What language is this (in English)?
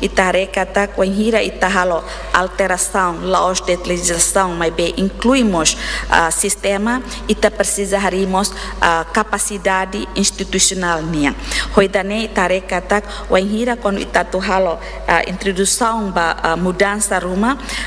Tetum